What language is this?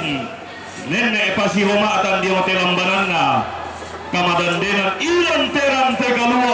Toraja-Sa'dan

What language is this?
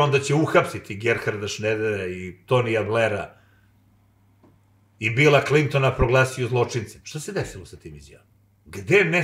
Serbian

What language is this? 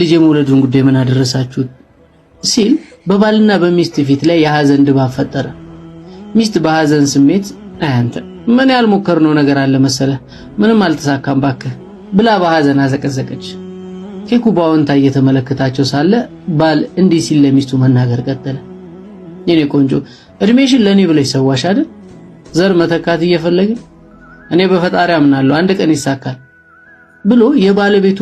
Amharic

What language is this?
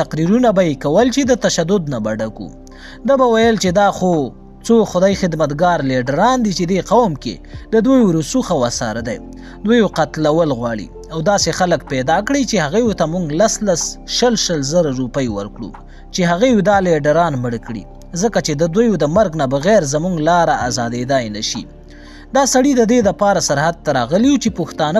Pashto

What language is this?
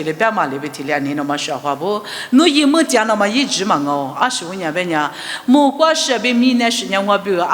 Lisu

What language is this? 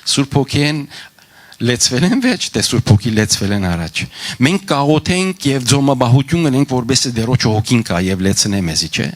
Western Armenian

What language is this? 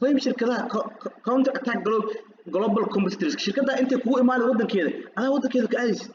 Somali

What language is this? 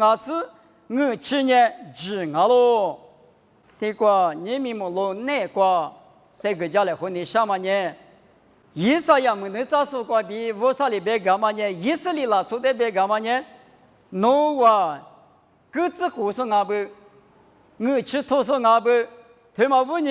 Lisu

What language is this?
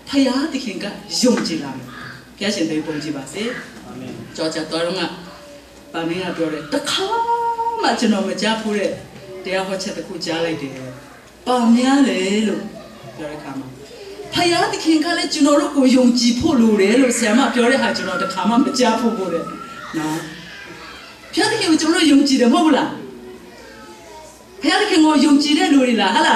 Burmese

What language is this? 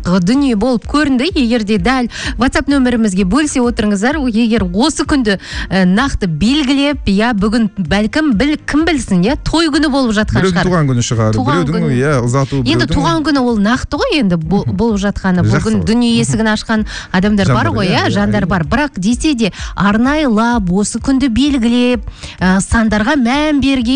Kazakh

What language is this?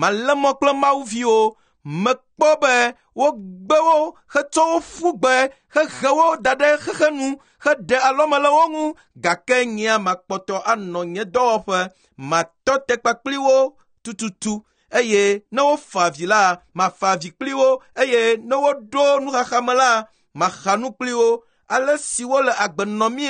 Ewe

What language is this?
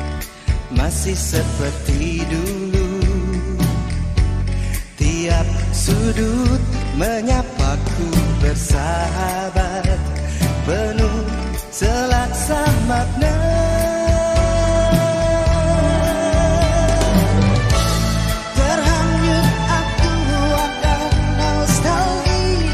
Indonesian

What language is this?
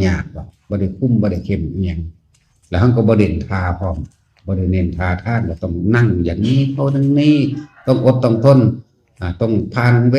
Northeastern Thai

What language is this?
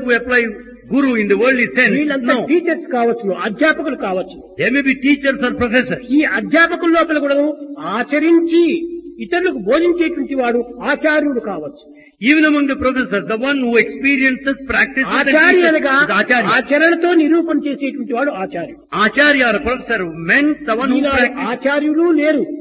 Telugu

